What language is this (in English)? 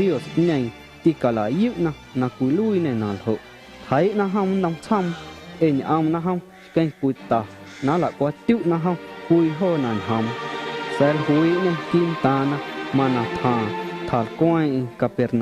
Guerrero Amuzgo